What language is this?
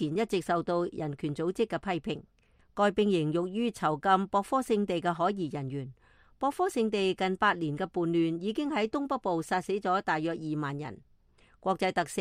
Cantonese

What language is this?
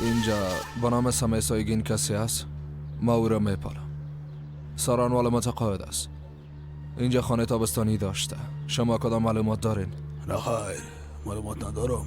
Persian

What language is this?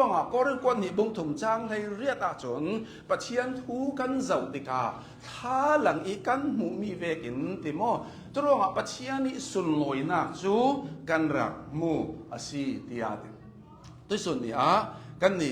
Hakha Chin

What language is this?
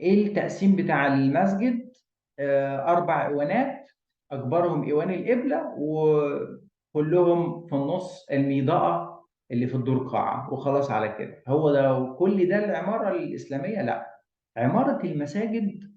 Egyptian Arabic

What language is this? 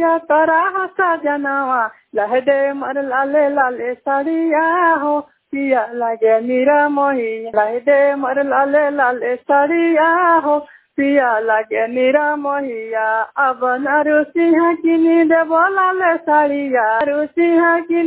Bhojpuri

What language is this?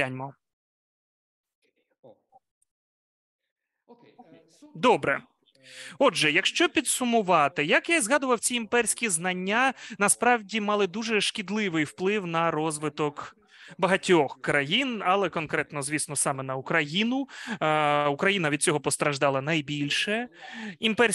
Ukrainian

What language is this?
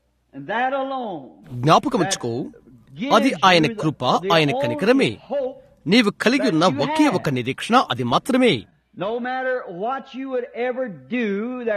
Telugu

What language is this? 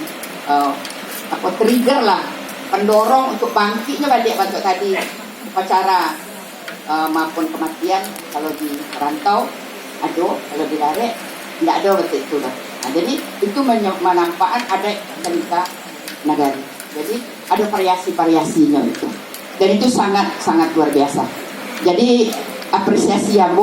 Minangkabau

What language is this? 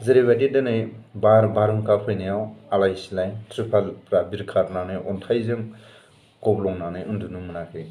Bodo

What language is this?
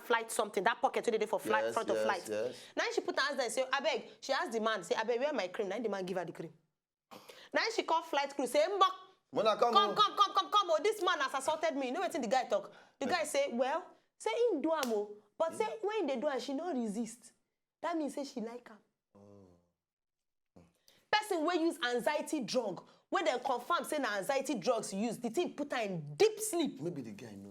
Nigerian Pidgin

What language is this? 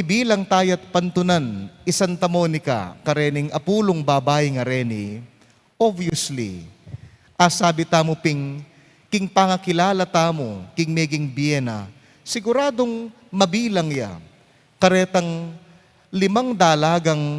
Pampanga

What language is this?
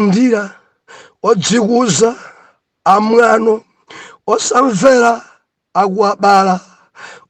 Nyanja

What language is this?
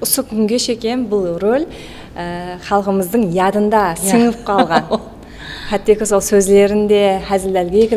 Kara-Kalpak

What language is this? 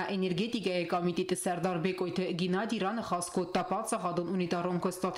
Ossetic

